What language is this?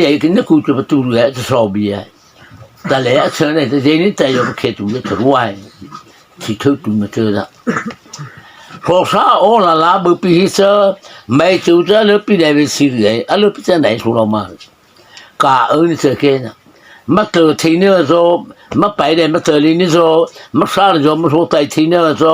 Mara Chin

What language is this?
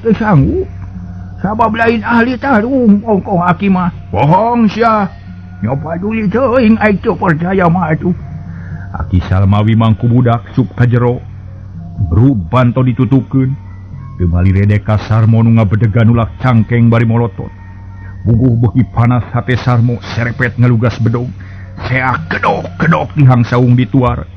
Sundanese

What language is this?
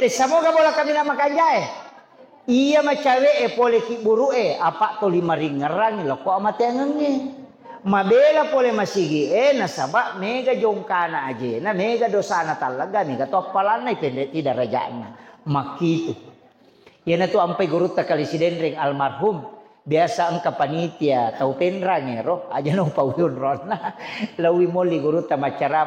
Buginese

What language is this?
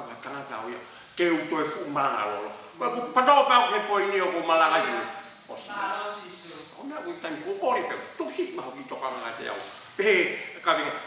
Tongan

